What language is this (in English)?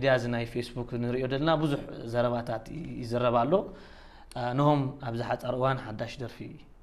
Tigrinya